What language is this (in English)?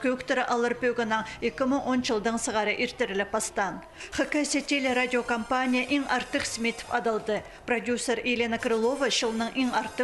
Khakas